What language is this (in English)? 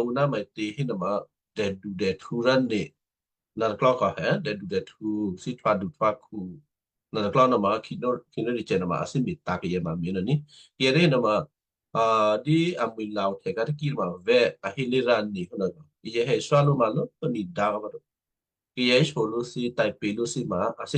Western Kayah